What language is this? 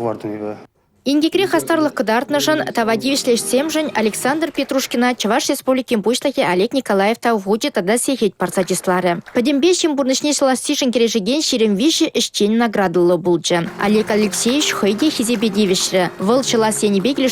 Chuvash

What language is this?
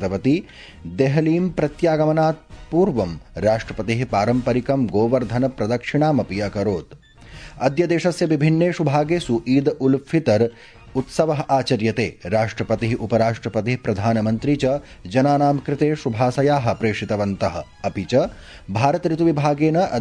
Sanskrit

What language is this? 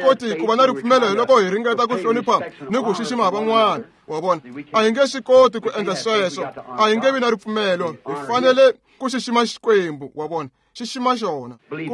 Tsonga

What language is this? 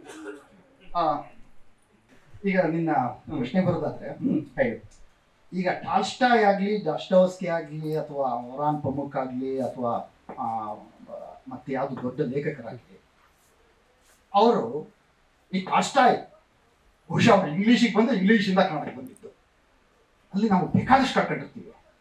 Kannada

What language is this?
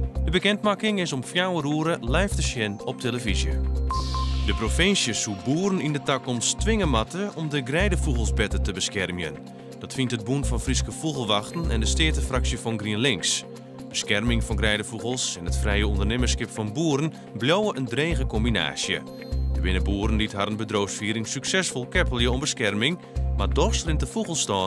Western Frisian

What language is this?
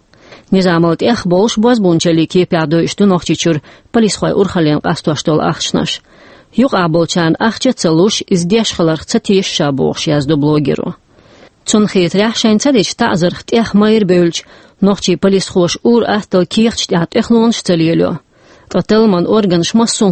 Chechen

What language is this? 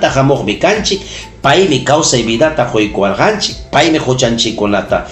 Ayacucho Quechua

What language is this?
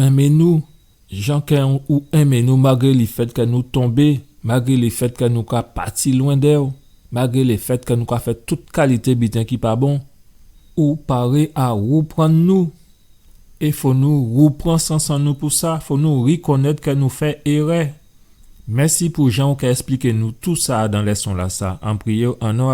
Guadeloupean Creole French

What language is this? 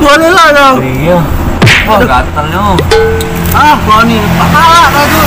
Musi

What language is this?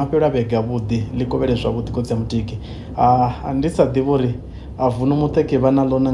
Venda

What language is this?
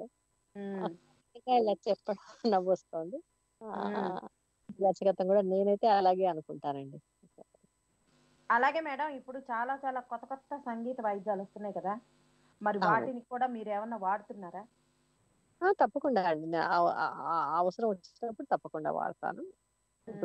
Telugu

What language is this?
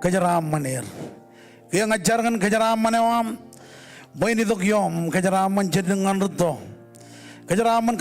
Marshallese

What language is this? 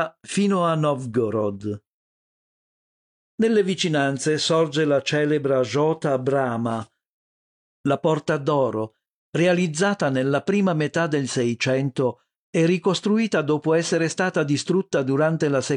Italian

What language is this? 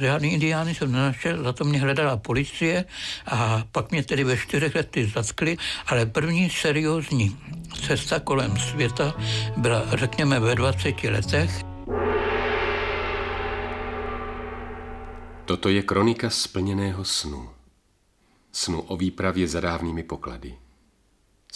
Czech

